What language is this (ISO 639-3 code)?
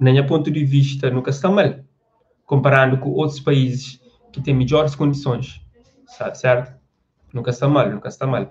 kea